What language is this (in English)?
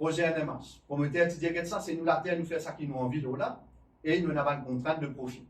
Morisyen